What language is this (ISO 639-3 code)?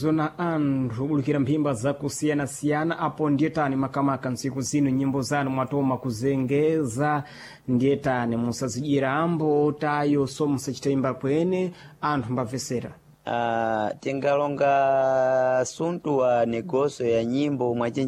seh